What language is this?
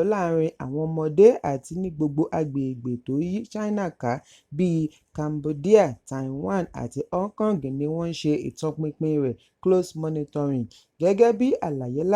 Yoruba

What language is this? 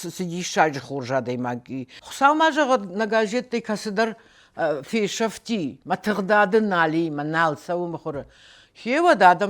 Ossetic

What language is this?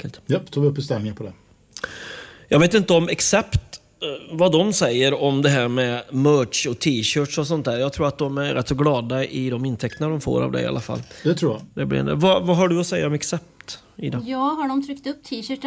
Swedish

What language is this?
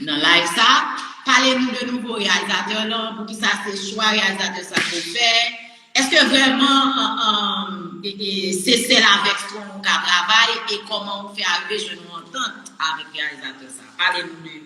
Haitian Creole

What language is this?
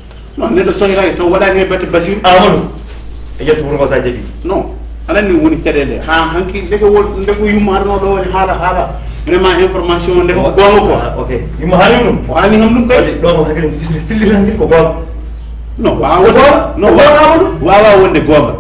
Fula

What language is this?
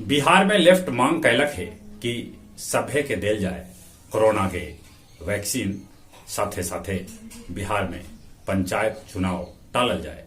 Magahi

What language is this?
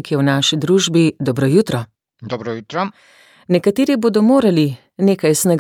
Slovenian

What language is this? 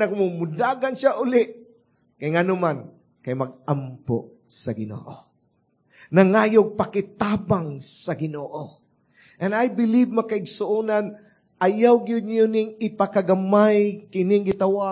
Cebuano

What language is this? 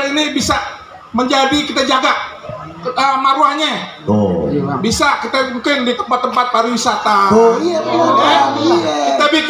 Betawi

